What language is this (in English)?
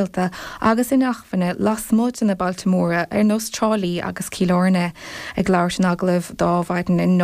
Irish